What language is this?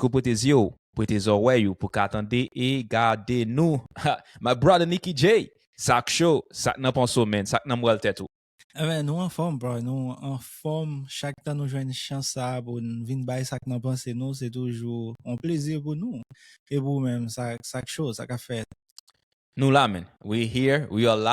Haitian Creole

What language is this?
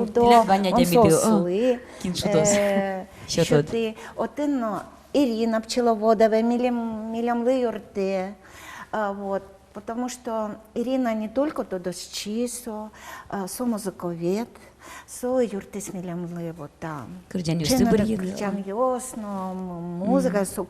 Udmurt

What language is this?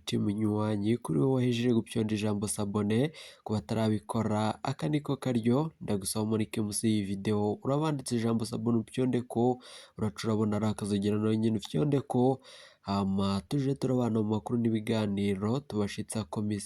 Rundi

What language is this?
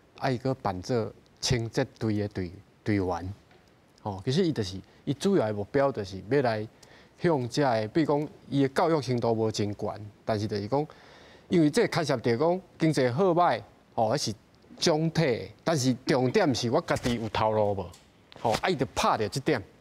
Min Nan Chinese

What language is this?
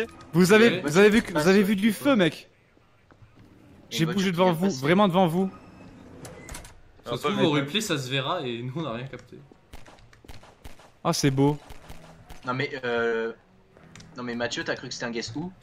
French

